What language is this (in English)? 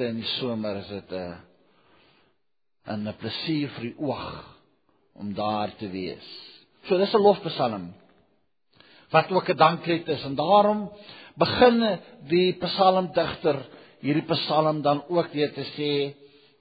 Afrikaans